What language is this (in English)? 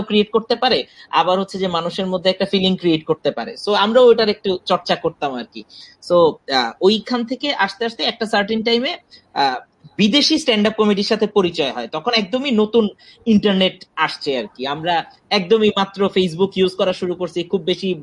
Bangla